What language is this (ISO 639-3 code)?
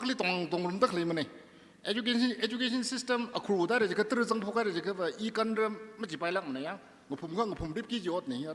nmf